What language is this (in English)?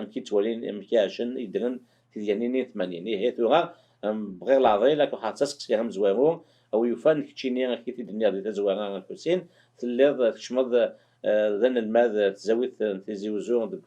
Kabyle